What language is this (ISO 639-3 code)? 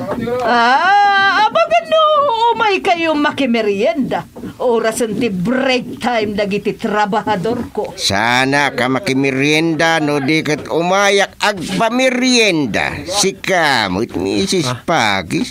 ilo